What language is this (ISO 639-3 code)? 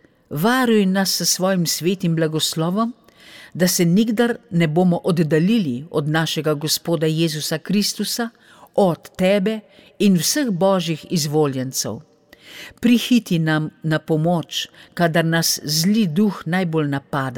slv